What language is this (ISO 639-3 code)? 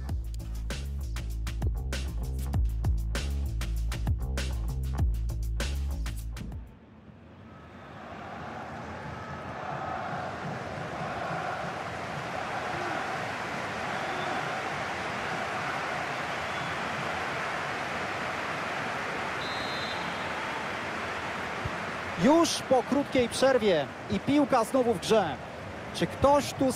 pol